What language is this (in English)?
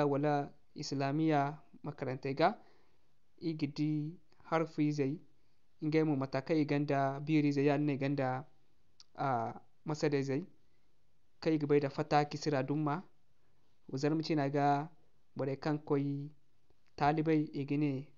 Zarma